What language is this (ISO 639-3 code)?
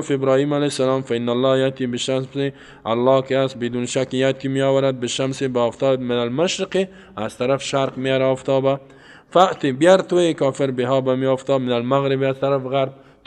fas